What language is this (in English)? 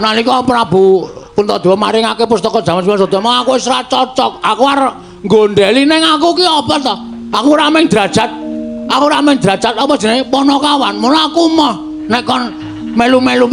Javanese